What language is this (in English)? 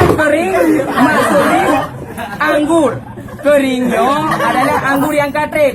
Achinese